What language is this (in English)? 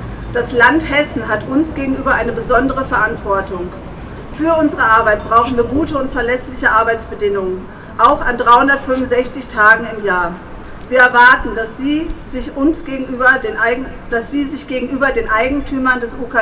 German